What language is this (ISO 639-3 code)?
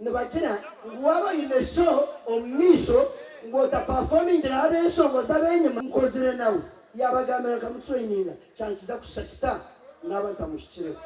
nyn